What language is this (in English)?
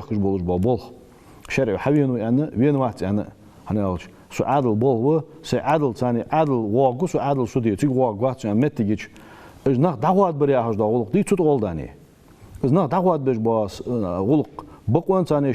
Ingush